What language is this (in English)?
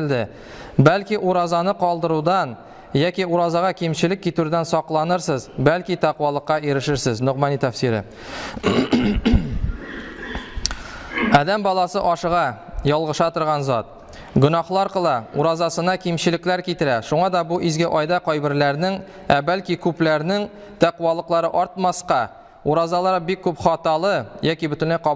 Tatar